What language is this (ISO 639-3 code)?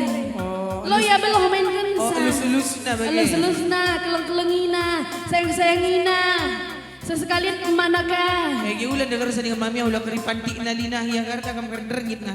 btx